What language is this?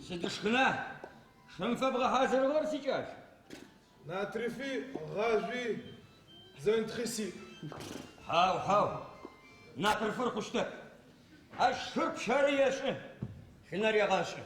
Adyghe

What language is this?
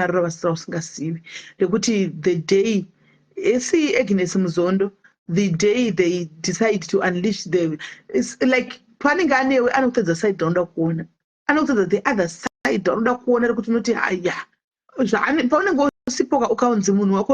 Shona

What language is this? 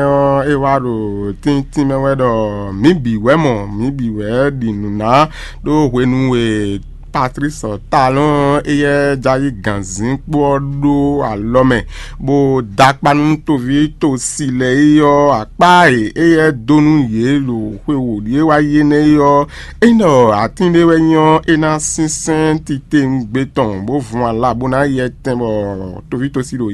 Fon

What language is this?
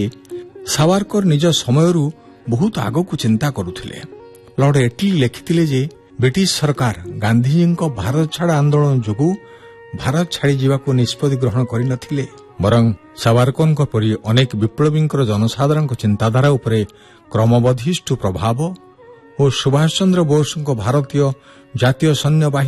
Odia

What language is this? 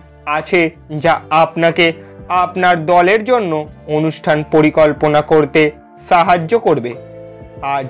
Bangla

